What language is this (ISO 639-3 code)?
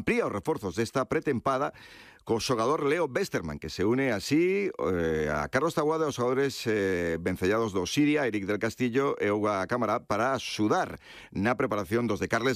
glg